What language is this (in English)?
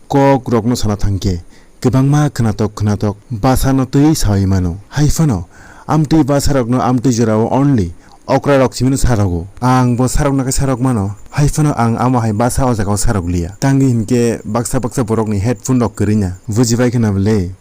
Kok Borok